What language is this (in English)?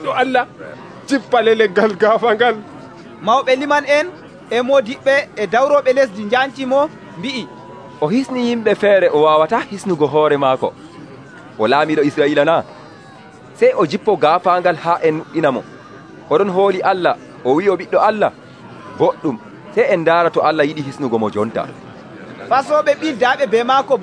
Nigerian Fulfulde